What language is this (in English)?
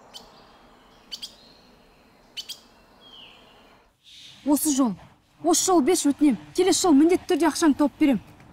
Kazakh